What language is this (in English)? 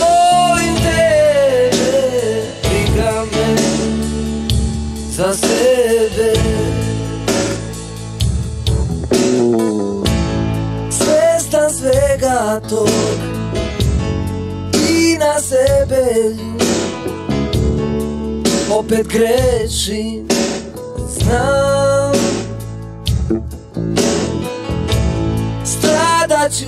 Serbian